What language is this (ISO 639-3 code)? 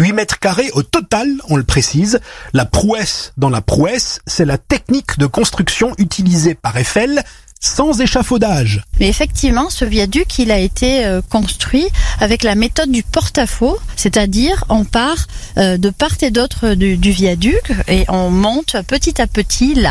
fra